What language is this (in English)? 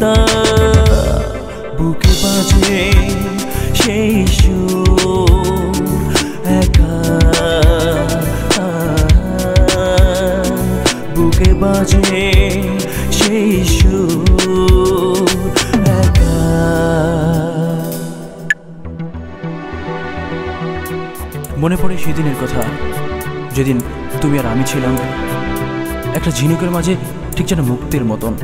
Bangla